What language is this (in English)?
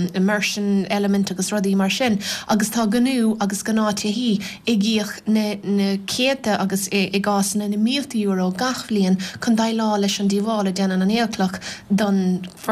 Irish